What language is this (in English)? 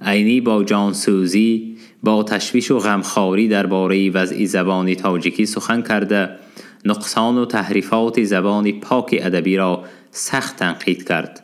Tajik